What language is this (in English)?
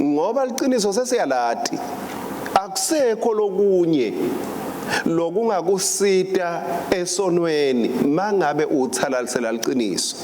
Swati